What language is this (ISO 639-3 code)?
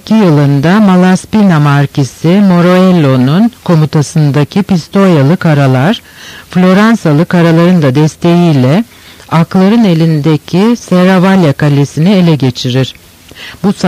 tur